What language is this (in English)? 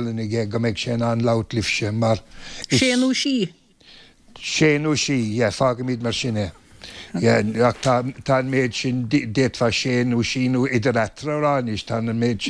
Irish